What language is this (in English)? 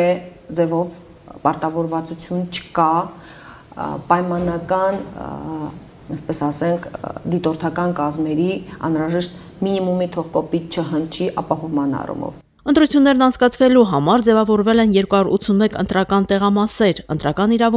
Armenian